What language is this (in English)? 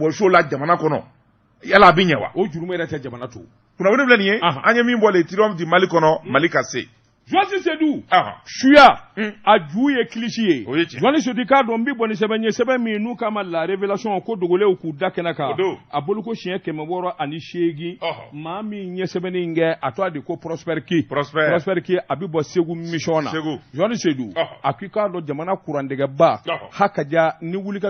Bambara